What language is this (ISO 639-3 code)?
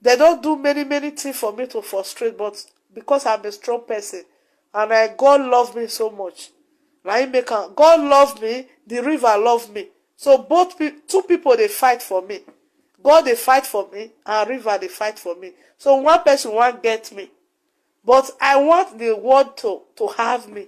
pcm